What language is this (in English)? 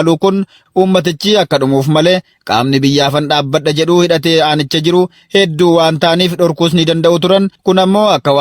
Oromo